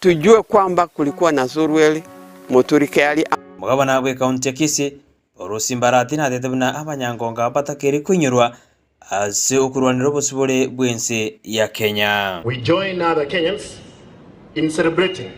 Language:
Gusii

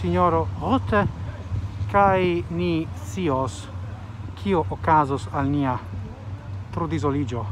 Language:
Esperanto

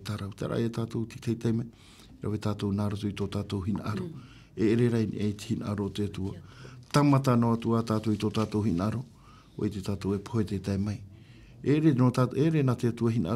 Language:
Tahitian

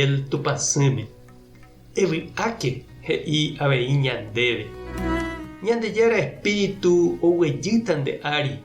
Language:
Guarani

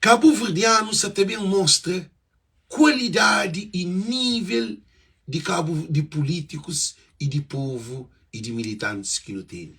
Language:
Kabuverdianu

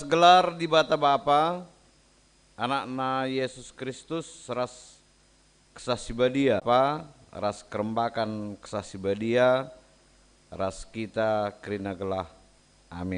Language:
Batak Karo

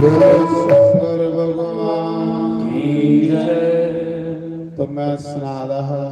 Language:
Dogri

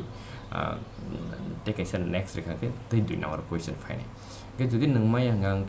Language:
Kok Borok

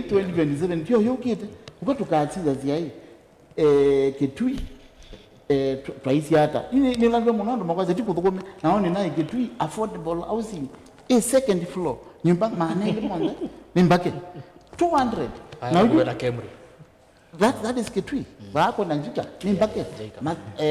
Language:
Kamba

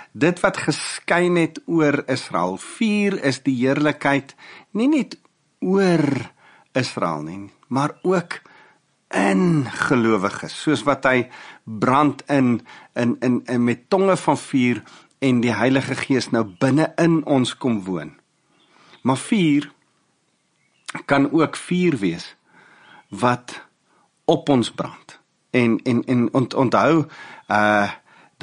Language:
Afrikaans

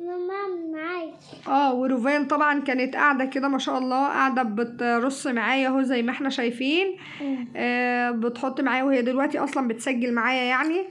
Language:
Egyptian Arabic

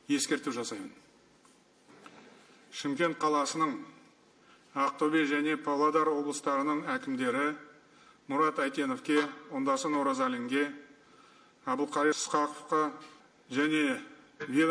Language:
Kazakh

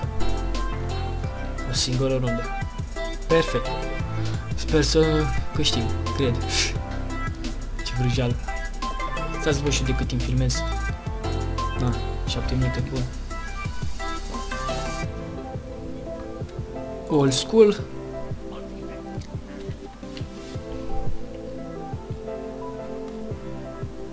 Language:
Romanian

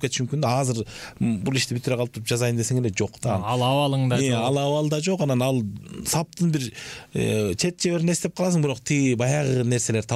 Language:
Kyrgyz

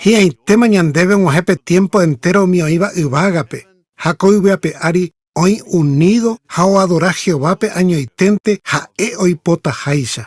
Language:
Guarani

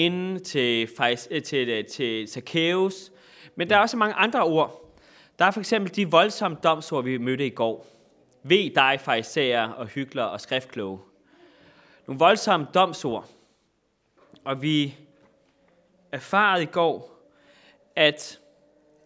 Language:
Danish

